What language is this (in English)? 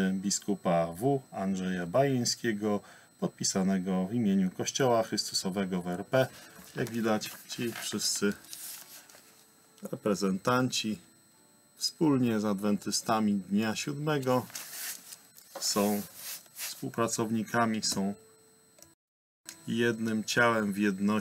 Polish